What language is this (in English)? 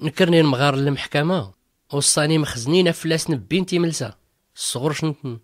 Tachelhit